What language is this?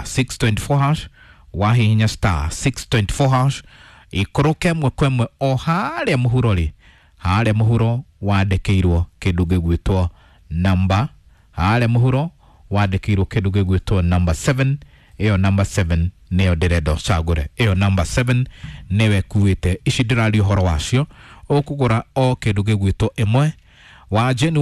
Kikuyu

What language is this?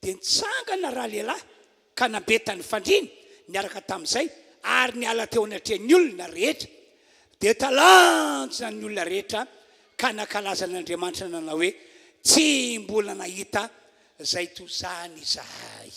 Malagasy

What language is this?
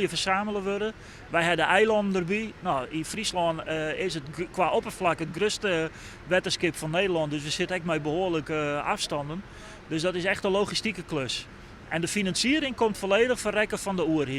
Western Frisian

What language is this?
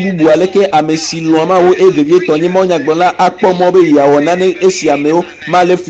Ewe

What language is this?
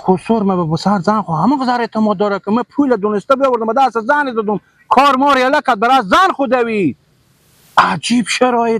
Persian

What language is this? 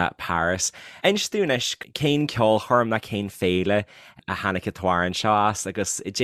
Irish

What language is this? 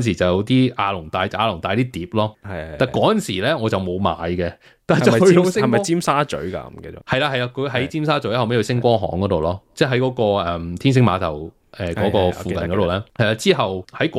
Cantonese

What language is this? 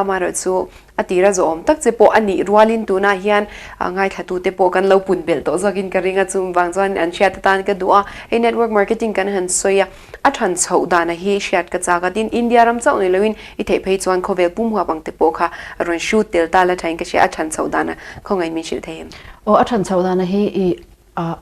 Mizo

